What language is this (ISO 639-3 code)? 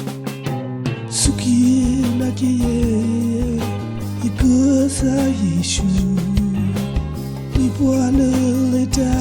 ksw